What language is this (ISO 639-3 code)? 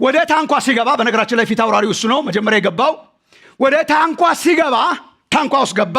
amh